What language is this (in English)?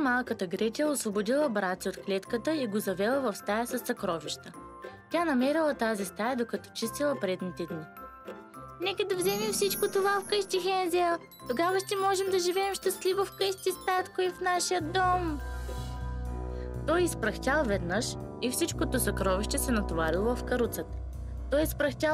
Bulgarian